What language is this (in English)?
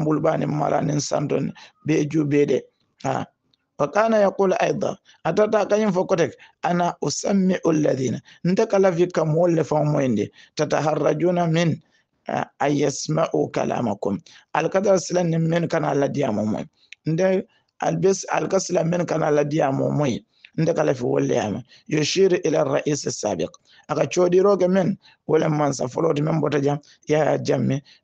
Hausa